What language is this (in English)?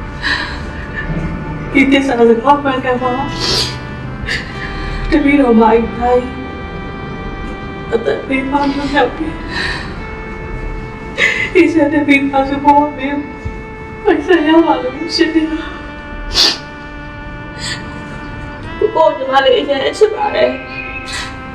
Burmese